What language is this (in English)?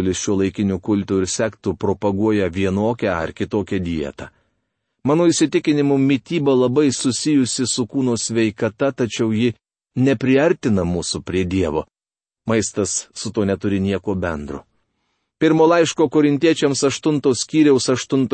Lithuanian